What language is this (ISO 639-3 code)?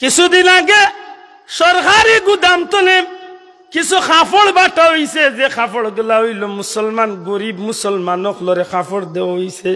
syl